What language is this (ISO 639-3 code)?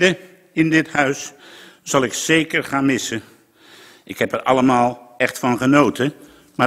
nld